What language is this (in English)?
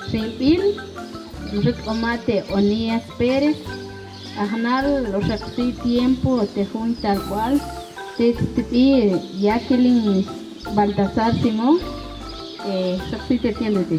Tektiteko